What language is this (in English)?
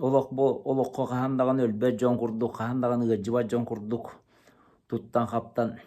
Yakut